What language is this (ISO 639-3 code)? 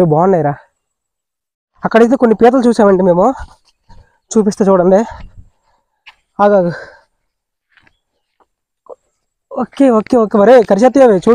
tel